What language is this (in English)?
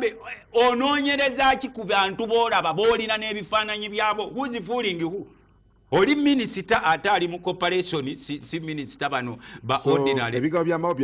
Ganda